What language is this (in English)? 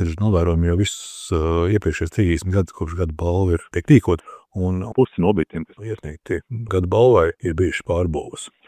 Latvian